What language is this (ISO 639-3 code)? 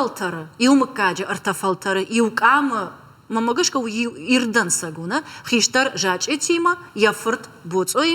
oss